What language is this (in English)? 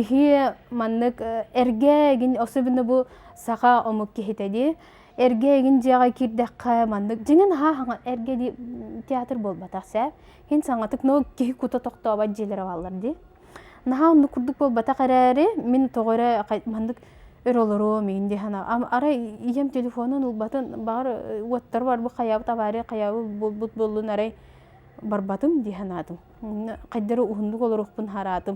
Yakut